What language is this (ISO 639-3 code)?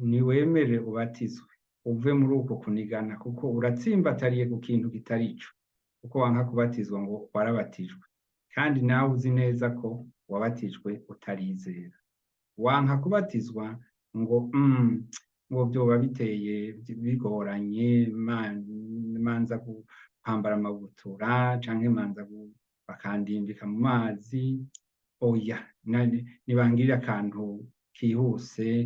run